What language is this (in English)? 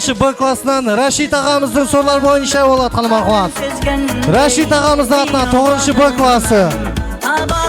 Kara-Kalpak